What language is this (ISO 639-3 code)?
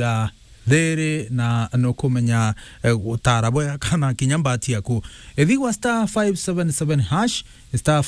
mer